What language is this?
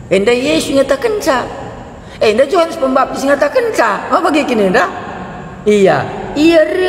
Batak Karo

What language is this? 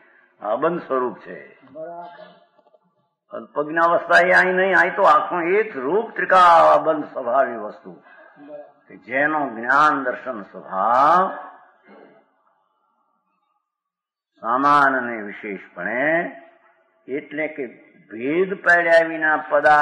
Gujarati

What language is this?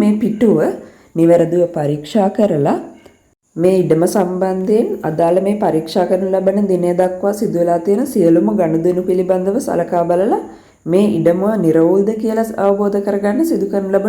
Sinhala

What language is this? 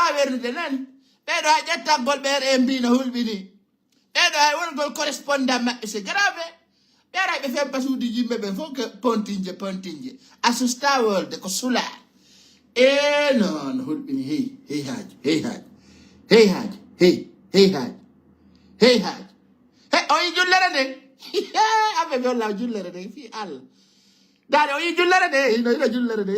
Fula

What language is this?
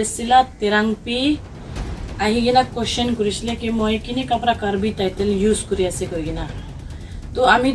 Naga Pidgin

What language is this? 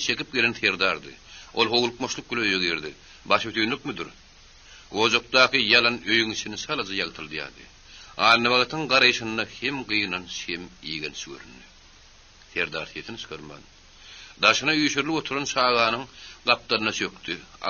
Turkmen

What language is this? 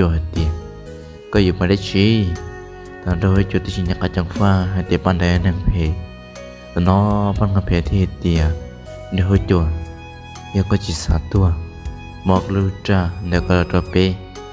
Hmong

